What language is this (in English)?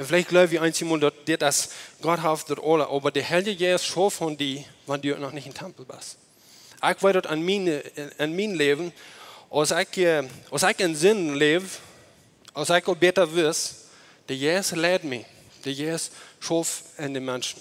Plautdietsch